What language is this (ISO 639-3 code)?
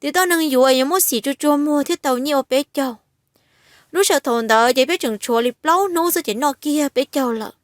hmn